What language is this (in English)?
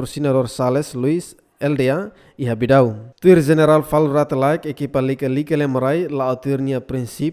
Tetum